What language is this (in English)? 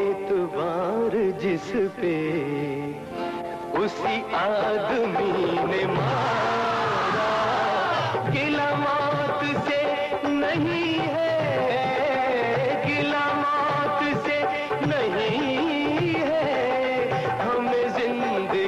Hindi